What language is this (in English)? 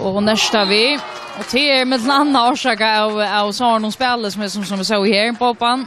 Faroese